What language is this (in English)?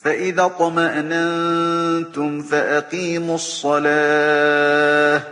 Galician